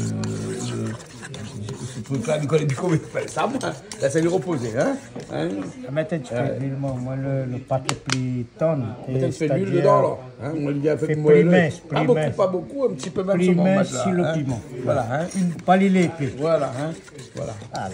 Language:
Réunion Creole French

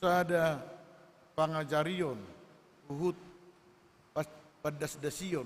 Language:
Batak Toba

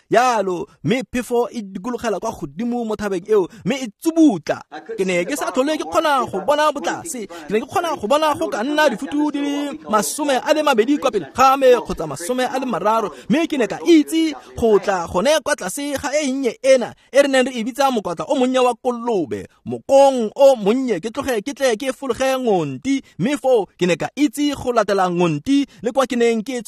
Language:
Tswana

